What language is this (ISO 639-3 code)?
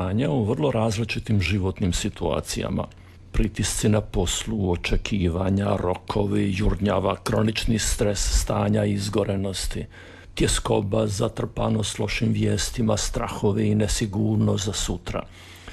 hrv